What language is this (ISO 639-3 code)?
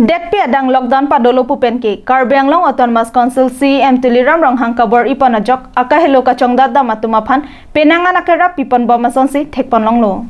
mjw